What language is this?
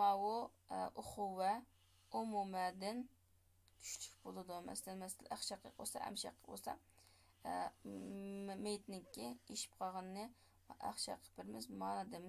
Uyghur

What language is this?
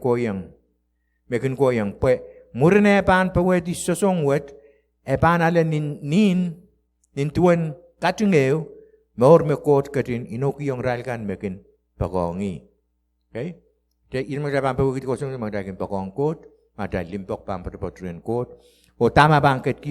Pohnpeian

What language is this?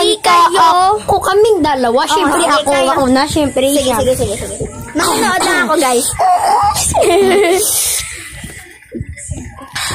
Filipino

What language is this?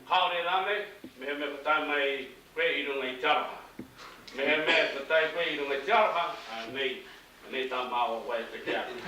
Māori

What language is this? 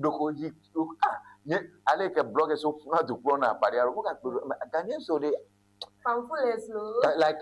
Ewe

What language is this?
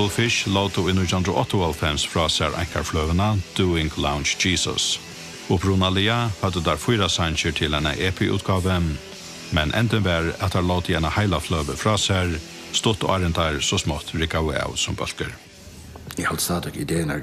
Faroese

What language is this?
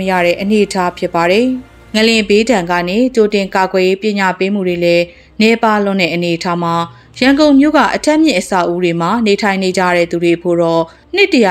Burmese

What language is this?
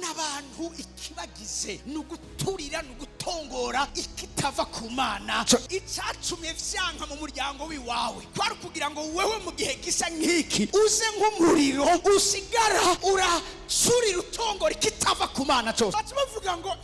Rundi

